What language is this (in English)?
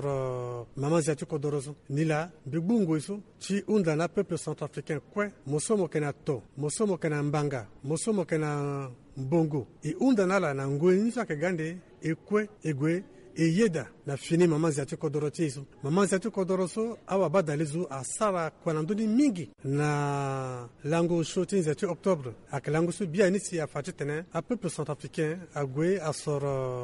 Sango